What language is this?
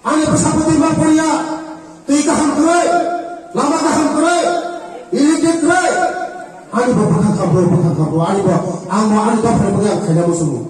Riang (India)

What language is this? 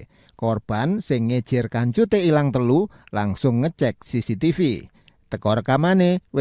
Javanese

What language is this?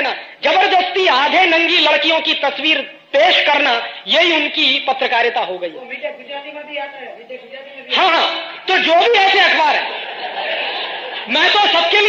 Hindi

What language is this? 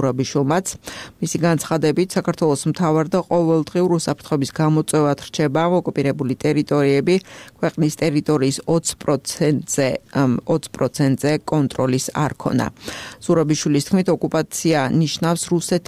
Georgian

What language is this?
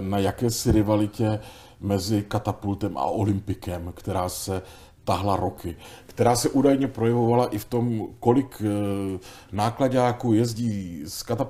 Czech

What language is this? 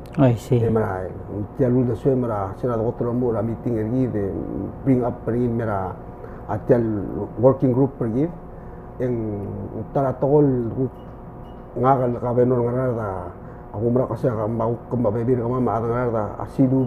Palauan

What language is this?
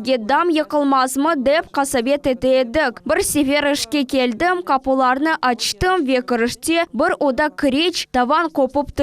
Crimean Tatar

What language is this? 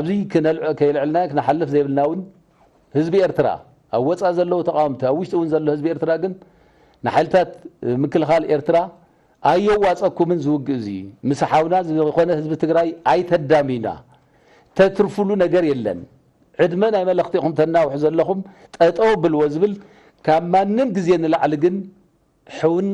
Tigrinya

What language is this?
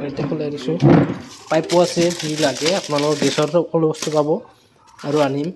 Assamese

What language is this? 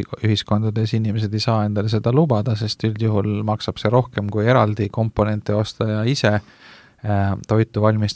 Estonian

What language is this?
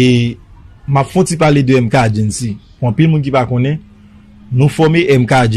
Haitian Creole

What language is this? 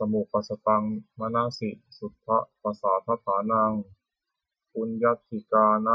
Pali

